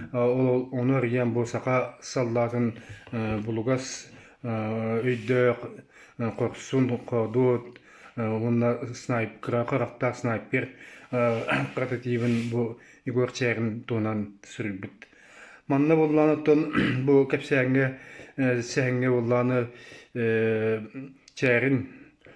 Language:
Yakut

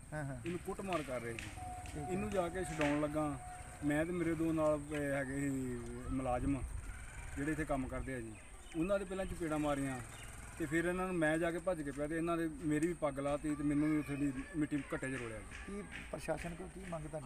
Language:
Punjabi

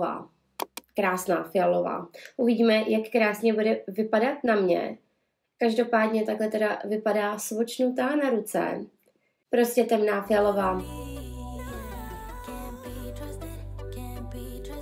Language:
Czech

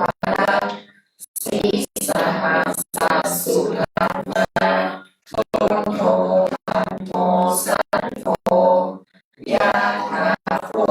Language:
Pali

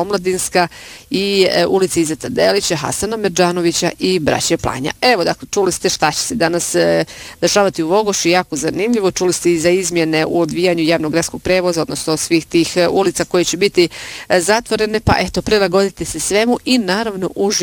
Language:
Bosnian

